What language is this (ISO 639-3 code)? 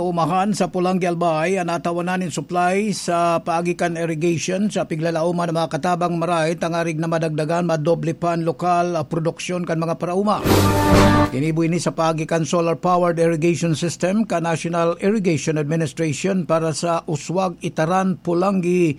bik